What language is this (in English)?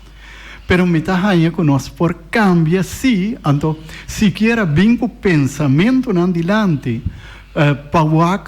Papiamento